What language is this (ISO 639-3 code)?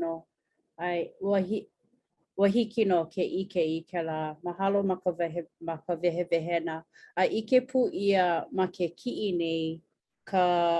haw